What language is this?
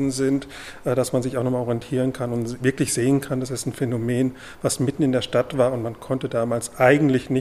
German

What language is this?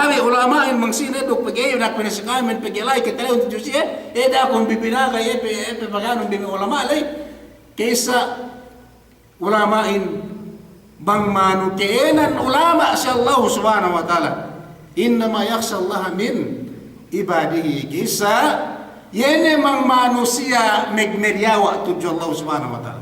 Yakan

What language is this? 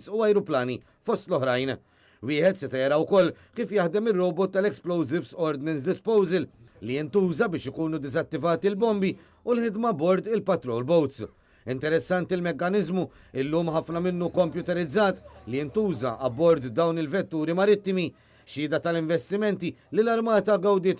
Maltese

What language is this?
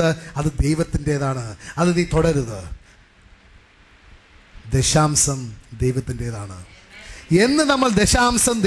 Malayalam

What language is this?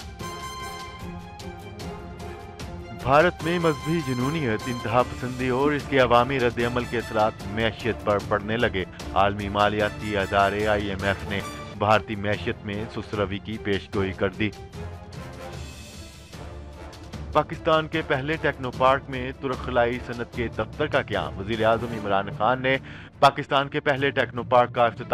Urdu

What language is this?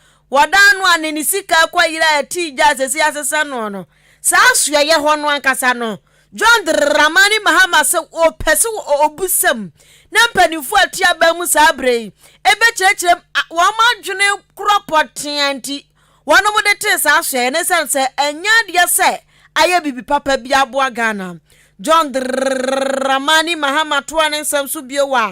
Akan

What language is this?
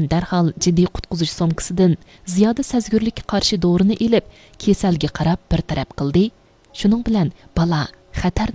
Uyghur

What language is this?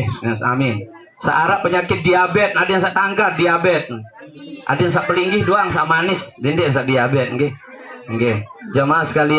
Sasak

